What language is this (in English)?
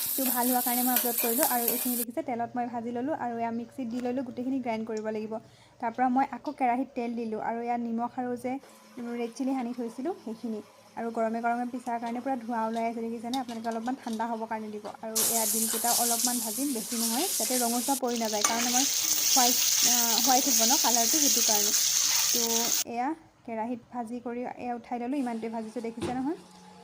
Assamese